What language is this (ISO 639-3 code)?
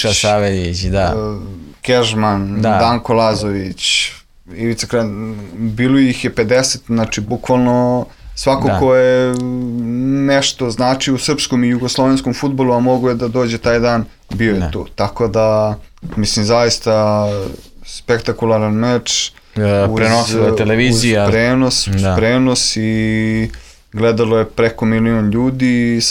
srp